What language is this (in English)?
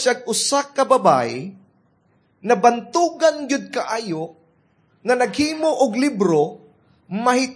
Cebuano